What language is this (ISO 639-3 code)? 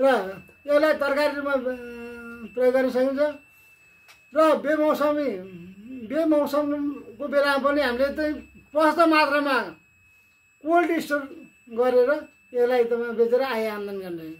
nep